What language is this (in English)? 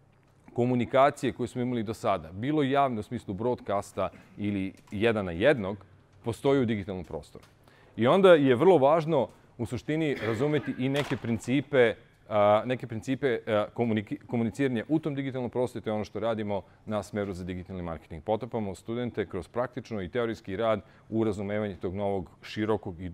Serbian